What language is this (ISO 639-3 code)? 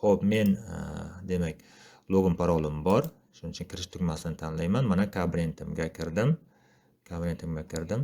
uzb